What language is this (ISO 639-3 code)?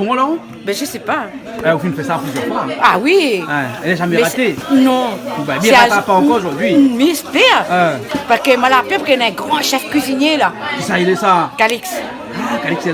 rcf